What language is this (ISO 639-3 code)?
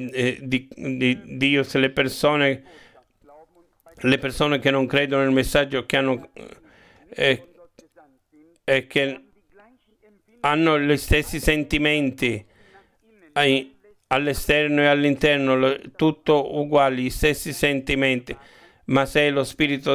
ita